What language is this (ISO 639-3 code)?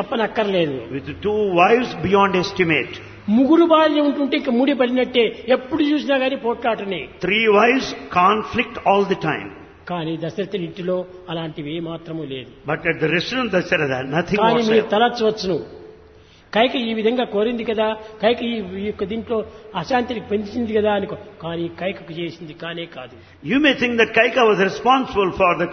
tel